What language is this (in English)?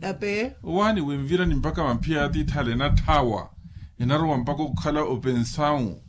Makhuwa